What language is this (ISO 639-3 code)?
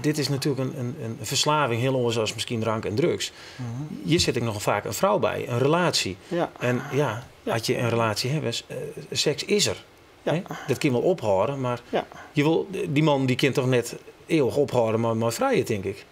fry